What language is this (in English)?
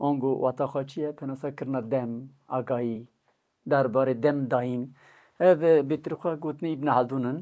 Kurdish